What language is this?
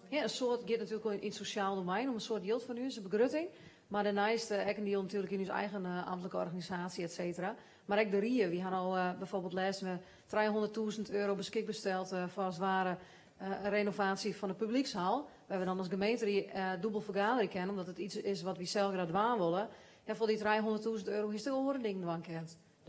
Western Frisian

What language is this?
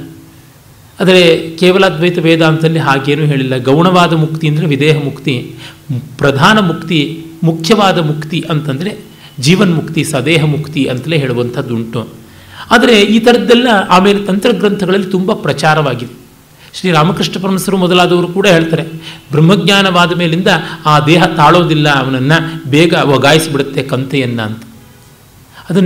Kannada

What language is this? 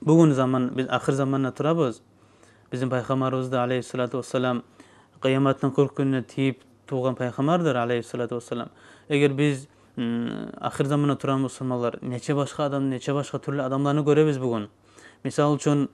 Kumyk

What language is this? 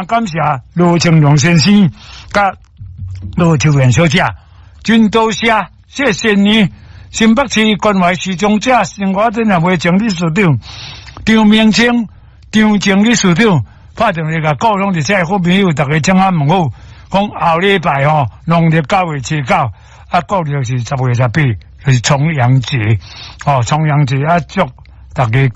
Min Nan Chinese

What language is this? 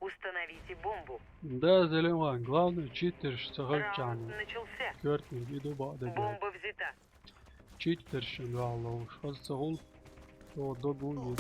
Chechen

